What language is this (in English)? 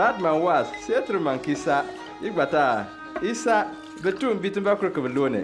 Bimoba